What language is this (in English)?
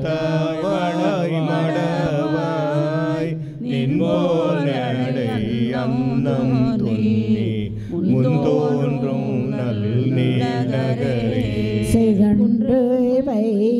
Tamil